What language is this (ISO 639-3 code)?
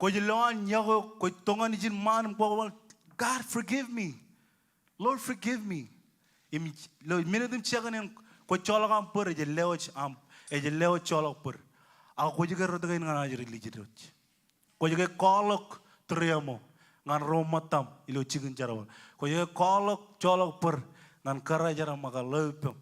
mah